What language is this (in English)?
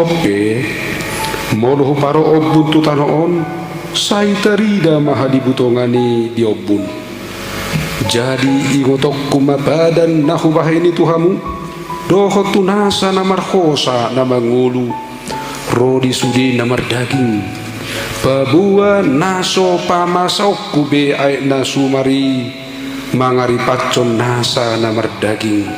Batak Toba